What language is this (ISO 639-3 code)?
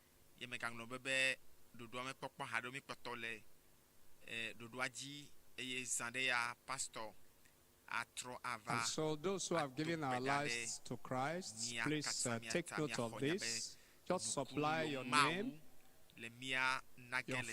ewe